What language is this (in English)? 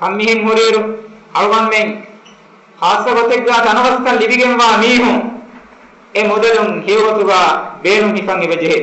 Divehi